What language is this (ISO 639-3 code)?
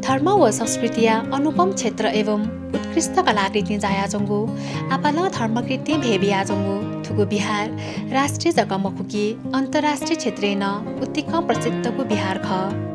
new